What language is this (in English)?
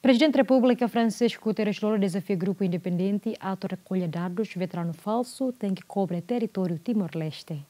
Tetum